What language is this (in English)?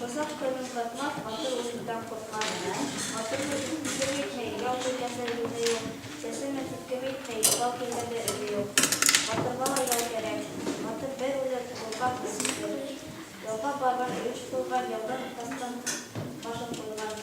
Bashkir